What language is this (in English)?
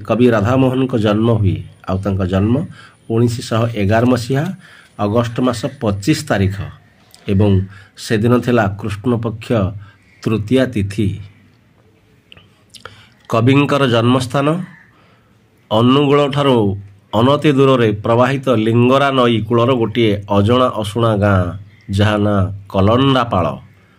Odia